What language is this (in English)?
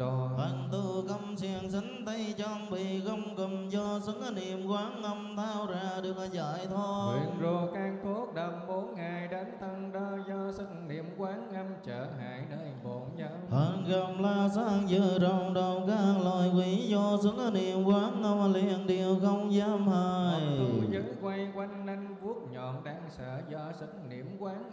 Vietnamese